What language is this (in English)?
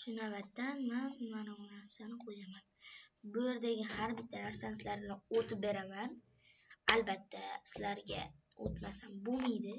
Uzbek